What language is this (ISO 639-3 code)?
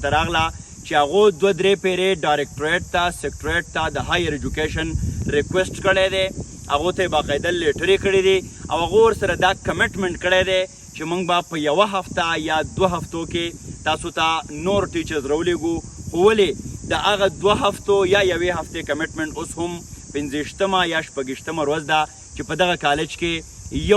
pus